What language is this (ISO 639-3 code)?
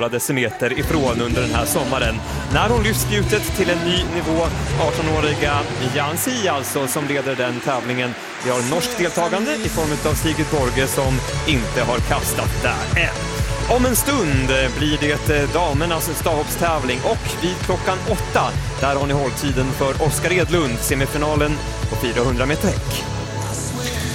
swe